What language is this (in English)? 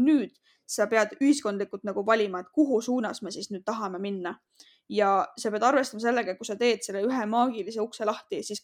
Estonian